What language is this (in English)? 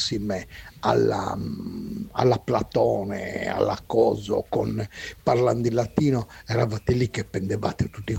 Italian